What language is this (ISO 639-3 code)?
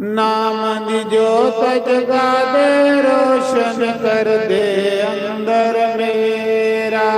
doi